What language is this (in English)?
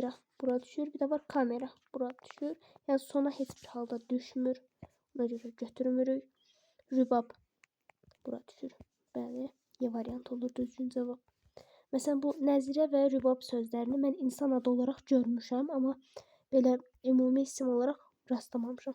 Azerbaijani